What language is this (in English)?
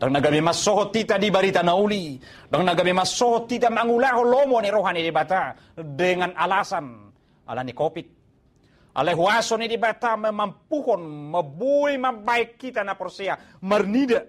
Batak Toba